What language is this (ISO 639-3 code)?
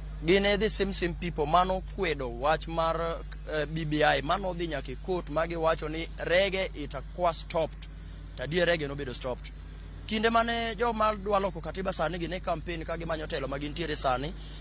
luo